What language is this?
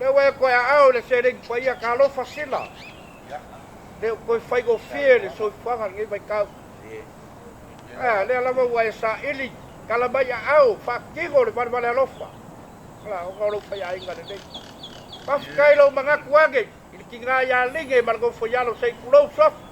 Samoan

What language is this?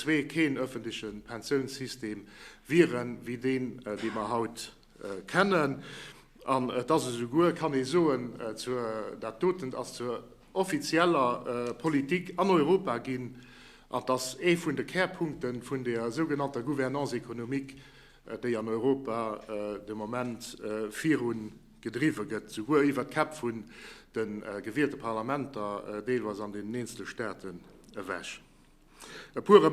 Luxembourgish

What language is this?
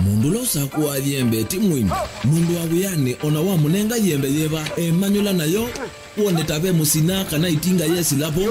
Kamba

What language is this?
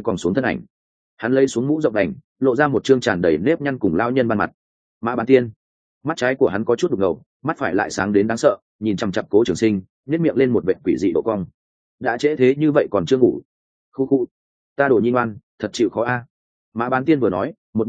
Vietnamese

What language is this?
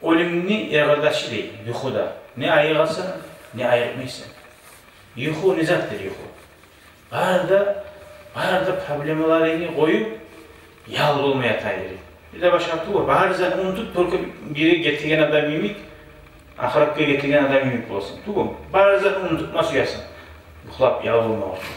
Kumyk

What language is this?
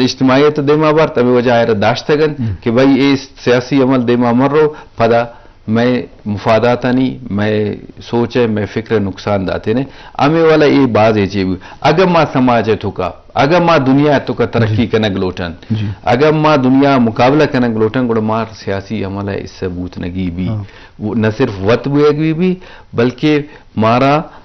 Eastern Balochi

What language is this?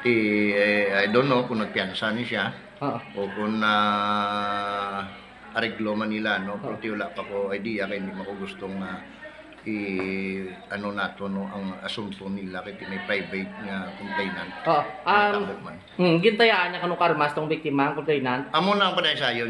Hiligaynon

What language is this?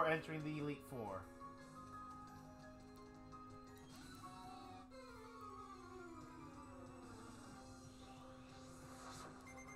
English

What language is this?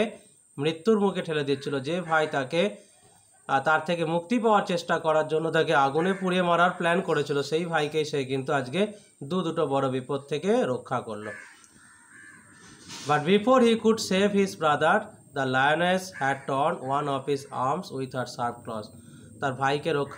Bangla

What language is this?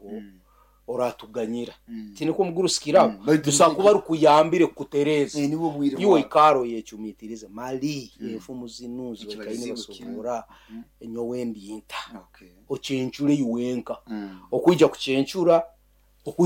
Nyoro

